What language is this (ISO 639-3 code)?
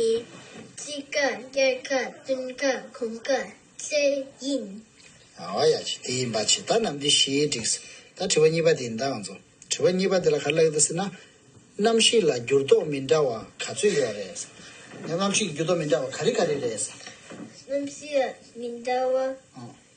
bod